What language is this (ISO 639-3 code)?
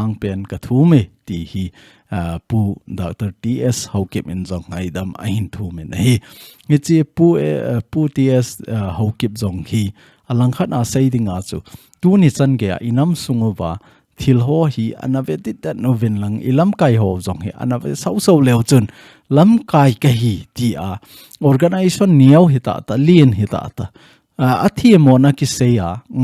tcz